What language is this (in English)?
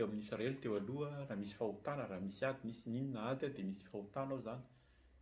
Malagasy